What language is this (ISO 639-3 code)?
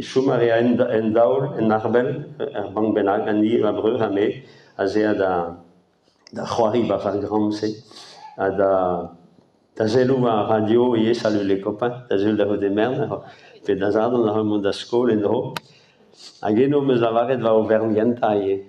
bre